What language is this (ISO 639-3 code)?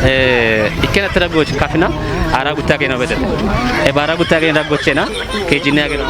kbr